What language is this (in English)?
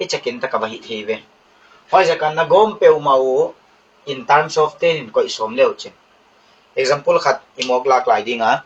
Paite Chin